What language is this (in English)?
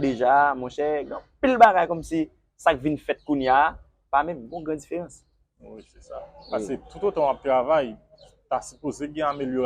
Haitian Creole